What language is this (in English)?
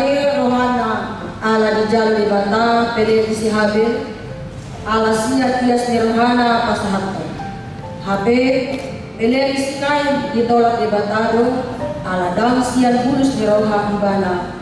Batak Toba